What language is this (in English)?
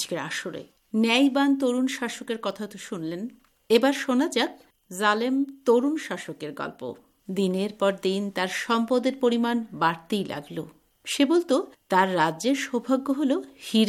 Bangla